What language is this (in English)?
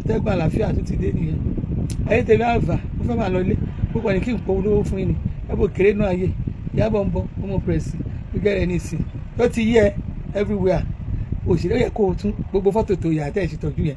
Yoruba